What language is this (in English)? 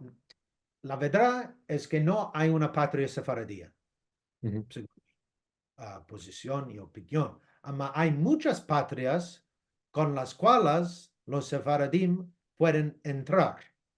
Ladino